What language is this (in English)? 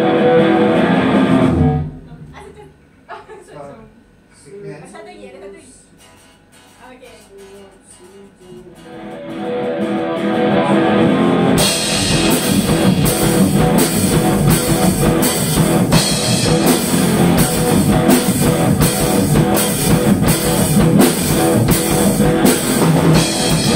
Malay